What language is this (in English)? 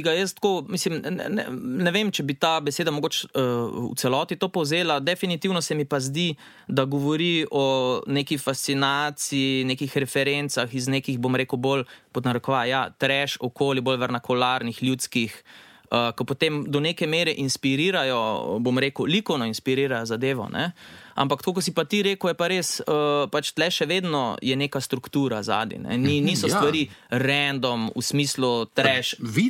Slovenian